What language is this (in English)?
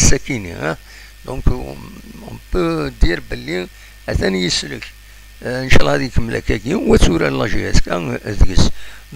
Kabyle